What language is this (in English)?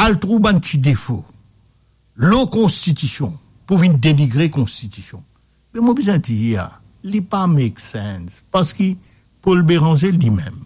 Morisyen